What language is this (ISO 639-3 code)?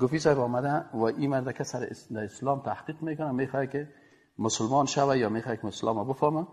fas